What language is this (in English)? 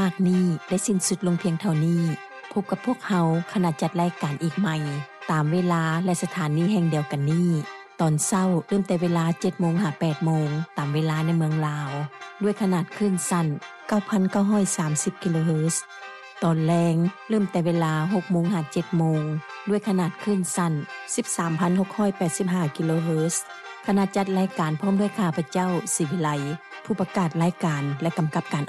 Lao